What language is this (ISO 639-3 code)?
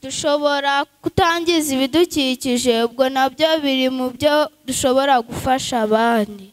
kin